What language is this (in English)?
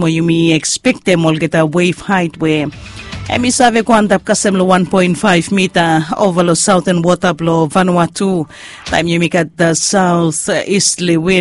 Bislama